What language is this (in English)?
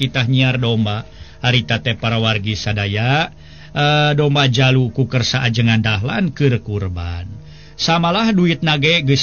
Sundanese